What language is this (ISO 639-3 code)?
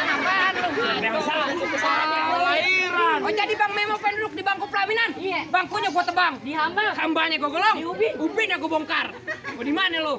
bew